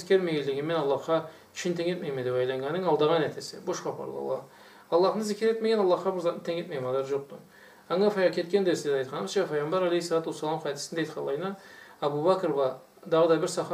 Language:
Karachay-Balkar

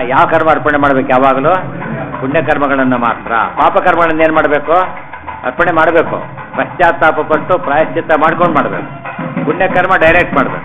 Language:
Kannada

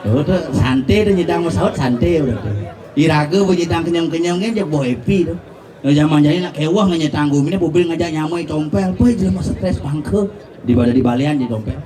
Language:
Balinese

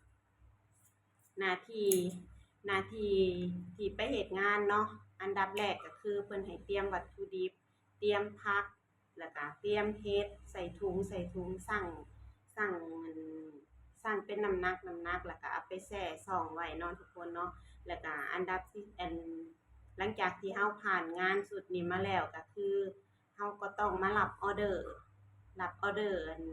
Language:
Lao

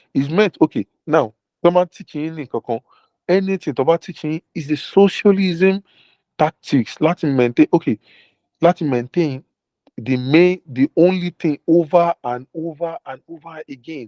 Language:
Yoruba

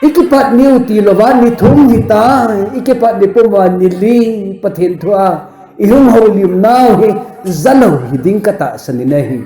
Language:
Thado Chin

